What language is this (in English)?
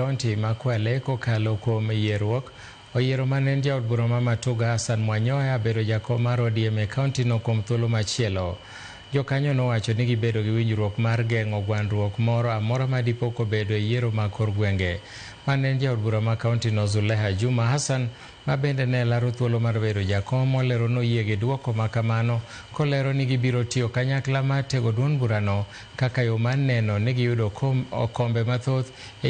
Luo (Kenya and Tanzania)